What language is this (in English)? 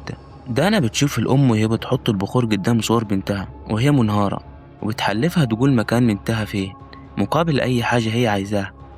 Egyptian Arabic